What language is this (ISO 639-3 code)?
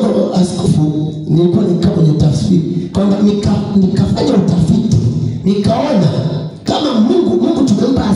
swa